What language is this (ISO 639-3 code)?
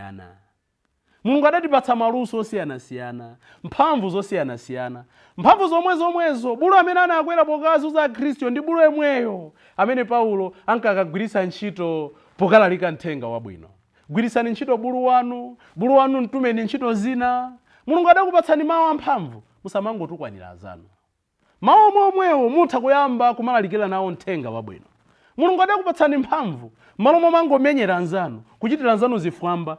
nya